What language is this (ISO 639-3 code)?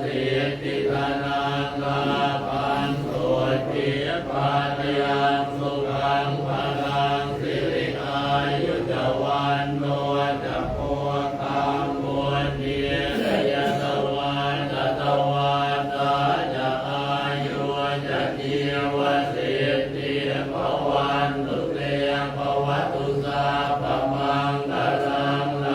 pli